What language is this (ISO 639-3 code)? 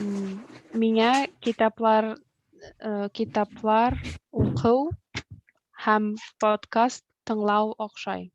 bak